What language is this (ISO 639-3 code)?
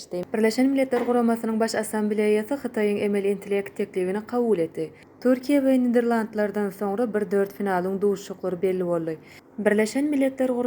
tuk